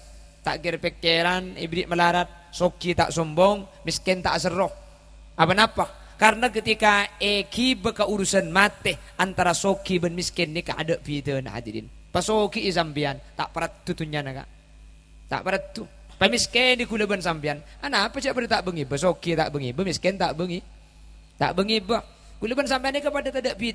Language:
Madurese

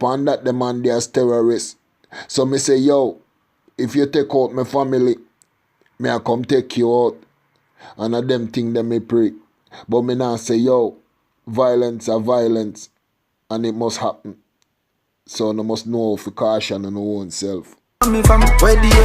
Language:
Jamaican Creole English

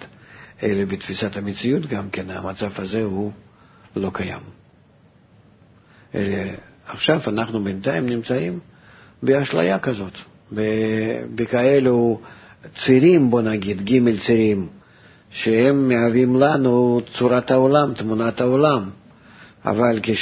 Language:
Hebrew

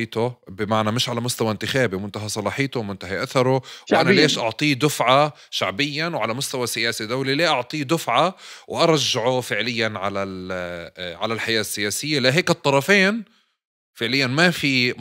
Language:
North Levantine Arabic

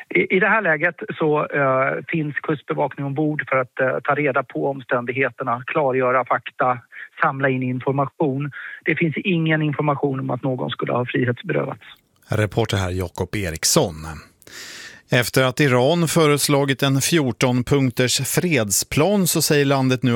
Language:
Swedish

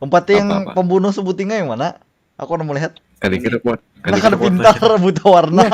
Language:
Banjar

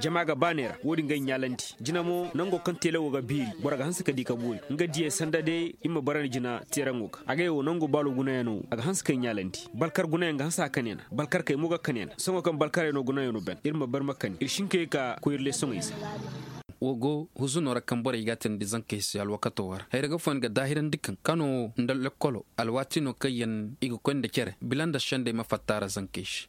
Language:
Koyraboro Senni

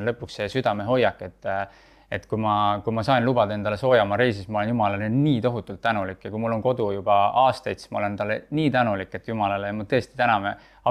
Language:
Estonian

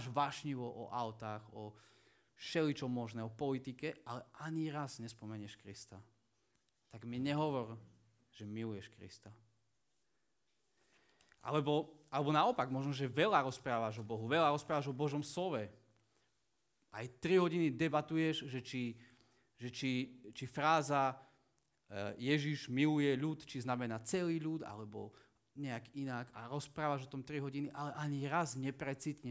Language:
Slovak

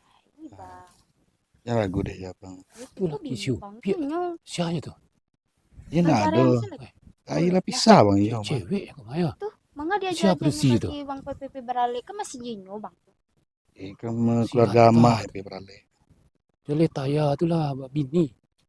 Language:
Minangkabau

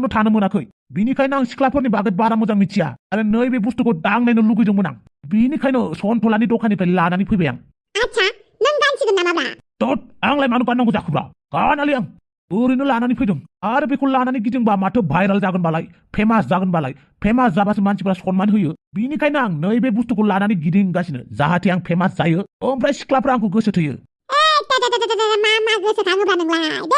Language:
Bodo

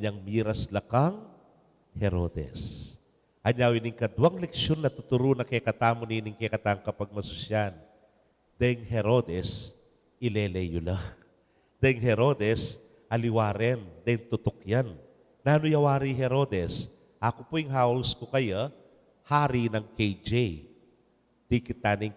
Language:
Pampanga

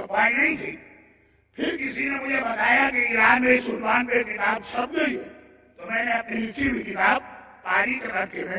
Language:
Urdu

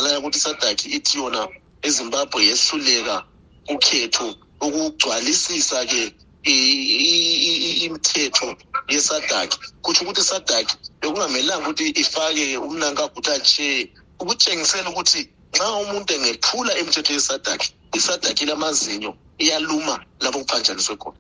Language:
North Ndebele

